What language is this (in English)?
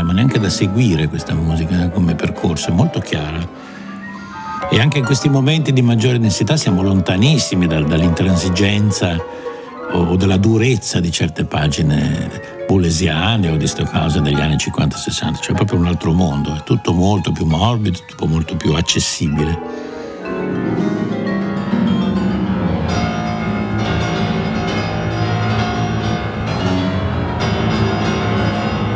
Italian